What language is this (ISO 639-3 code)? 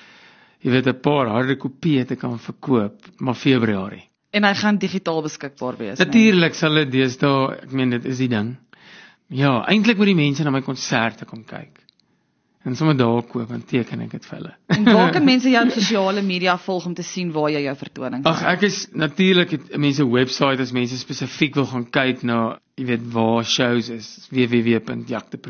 afr